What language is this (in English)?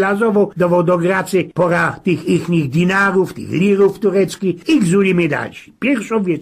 Silesian